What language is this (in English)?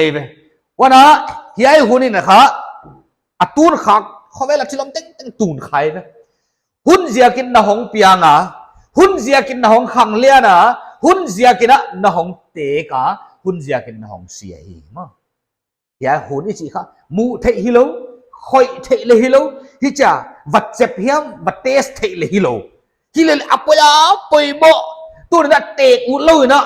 Paite Chin